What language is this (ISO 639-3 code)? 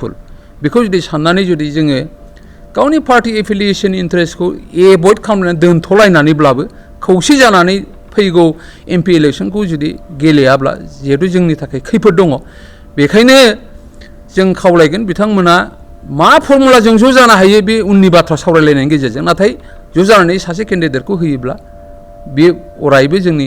brx